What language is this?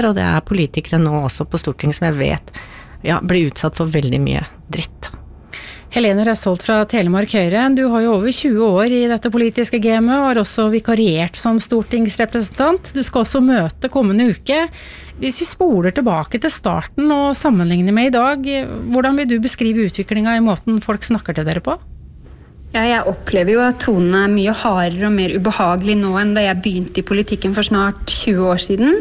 Norwegian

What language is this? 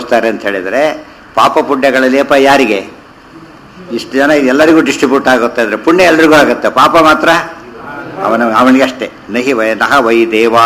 Kannada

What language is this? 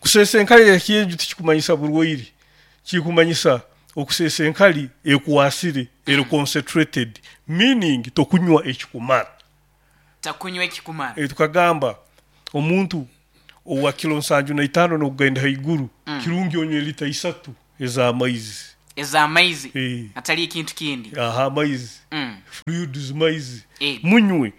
Nyoro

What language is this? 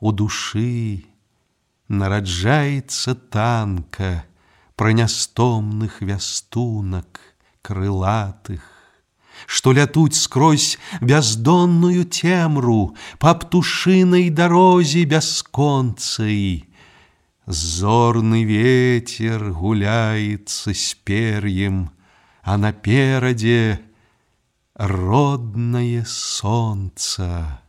Belarusian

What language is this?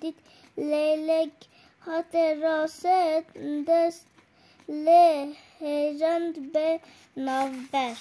Kurdish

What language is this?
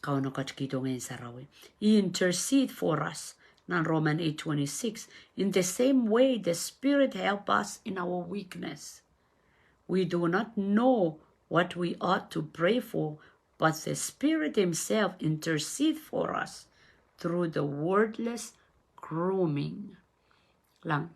Pohnpeian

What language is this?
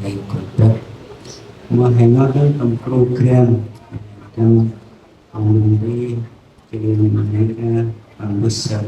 Central Mnong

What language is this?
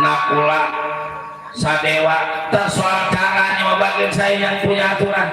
Betawi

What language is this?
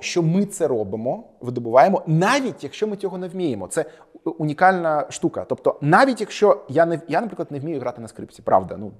Ukrainian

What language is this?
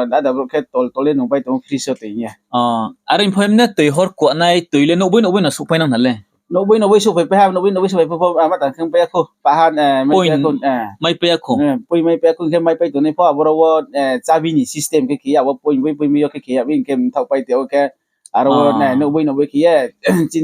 Riang (India)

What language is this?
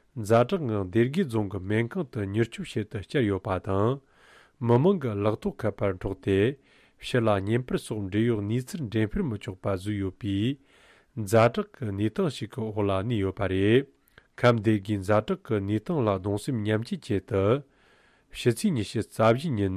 Tibetan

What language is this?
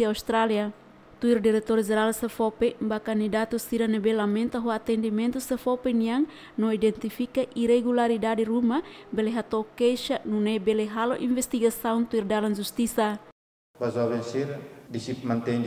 Tetum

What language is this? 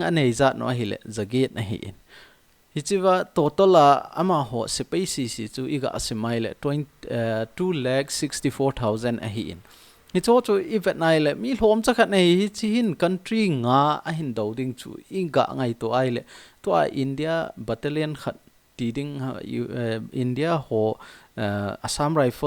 Thado Chin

